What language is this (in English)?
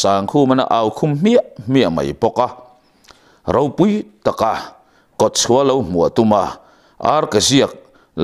Mizo